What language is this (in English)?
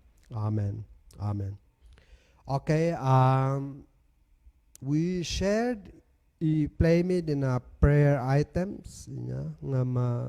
Kankanaey